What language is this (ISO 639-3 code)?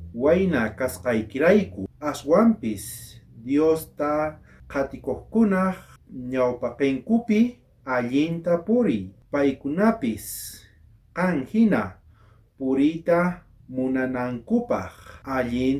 quh